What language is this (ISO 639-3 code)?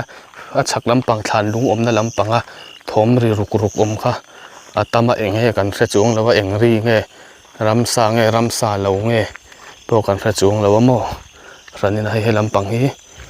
lus